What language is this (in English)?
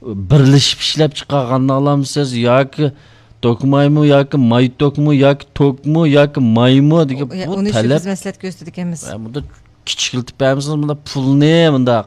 Uyghur